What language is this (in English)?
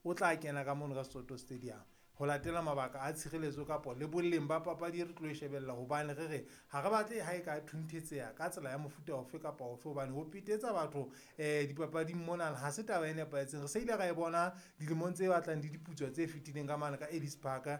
Southern Sotho